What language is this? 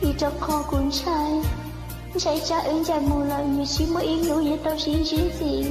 Hmong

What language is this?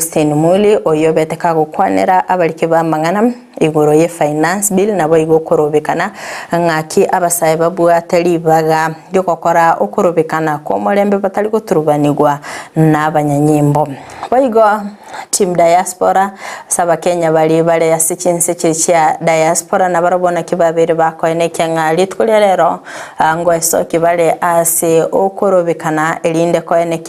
Gusii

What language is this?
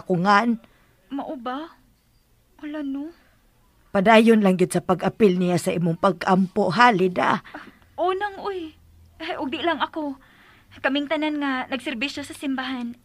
Cebuano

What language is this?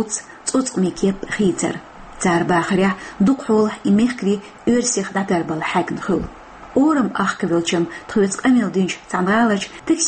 Chechen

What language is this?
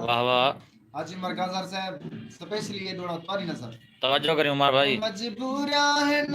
Saraiki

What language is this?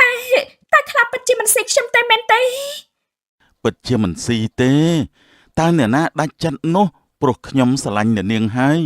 Khmer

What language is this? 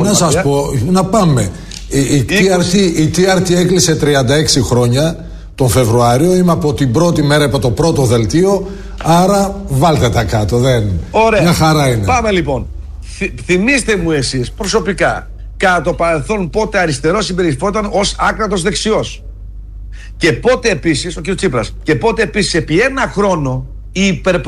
Greek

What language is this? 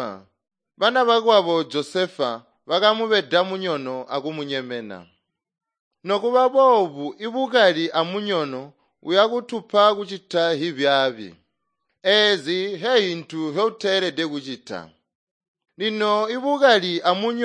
Tonga (Zambia)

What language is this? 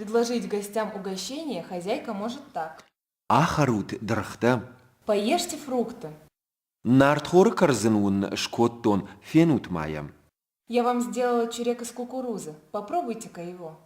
Ossetic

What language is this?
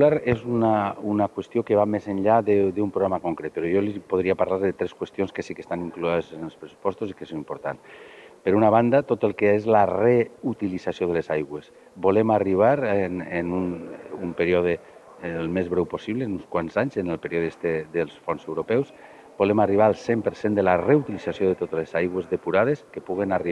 Catalan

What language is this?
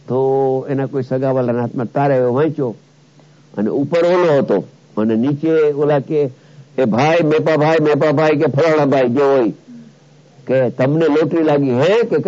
Gujarati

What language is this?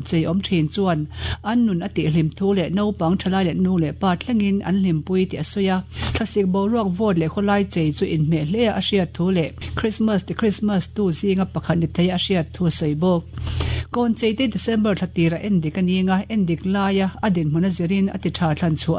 Mizo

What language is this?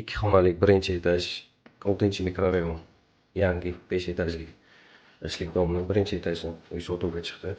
Uzbek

